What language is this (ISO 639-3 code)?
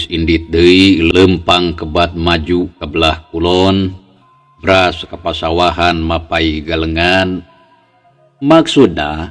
sun